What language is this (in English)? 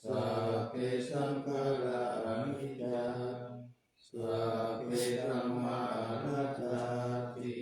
Pali